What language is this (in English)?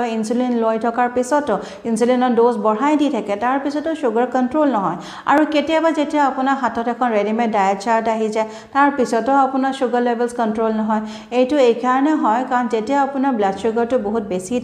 Assamese